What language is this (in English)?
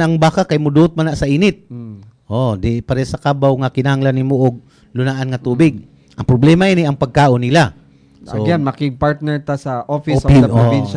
Cebuano